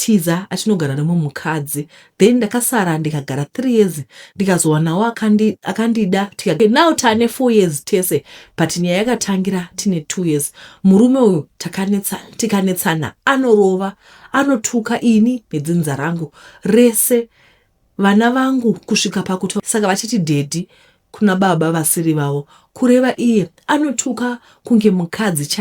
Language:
Shona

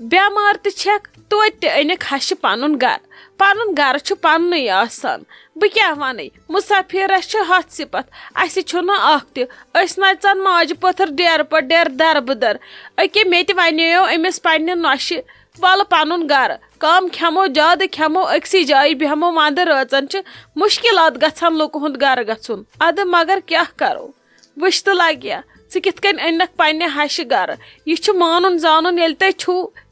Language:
Kashmiri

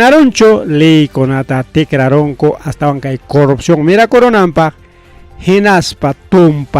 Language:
Ayacucho Quechua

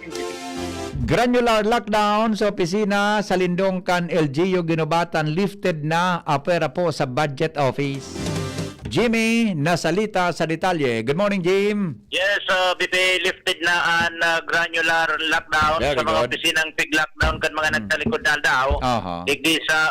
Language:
Bikol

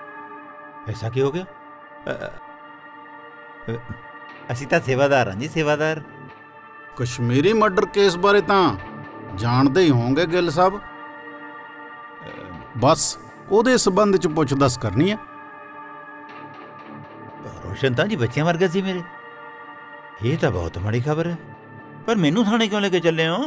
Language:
Punjabi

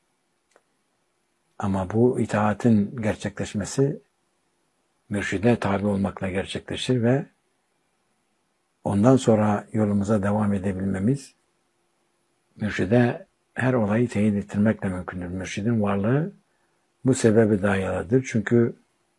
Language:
Turkish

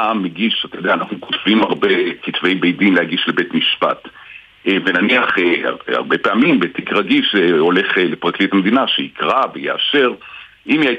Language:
Hebrew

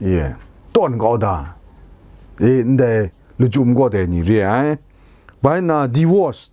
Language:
Kachin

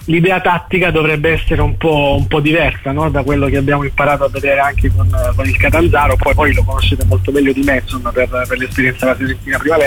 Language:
Italian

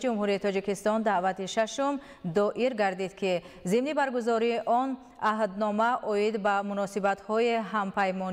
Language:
Tajik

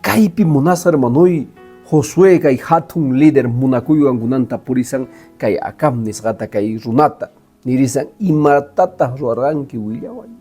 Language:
Quechua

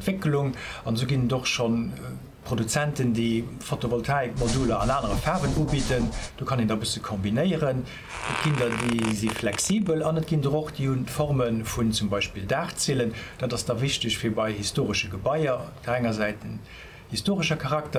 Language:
Luxembourgish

